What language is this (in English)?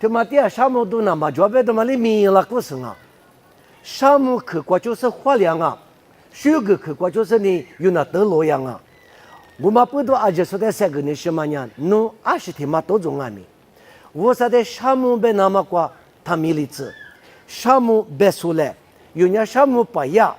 Lisu